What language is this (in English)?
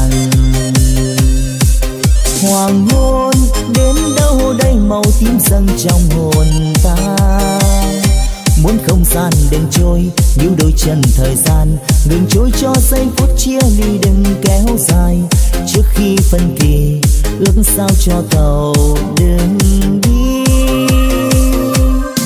Vietnamese